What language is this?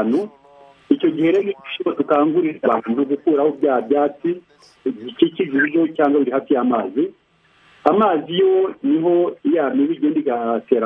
Kinyarwanda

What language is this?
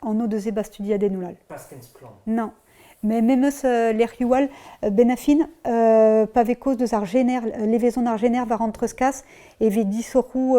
Breton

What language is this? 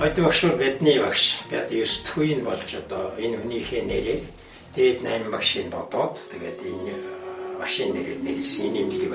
Mongolian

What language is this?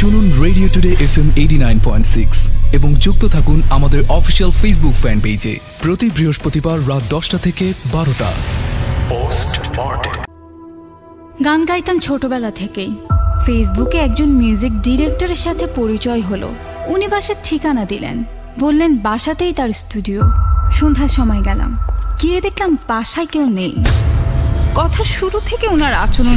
Bangla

